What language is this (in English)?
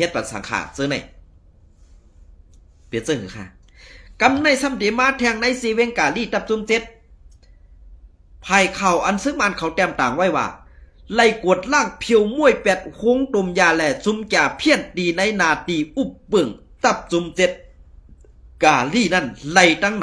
Shan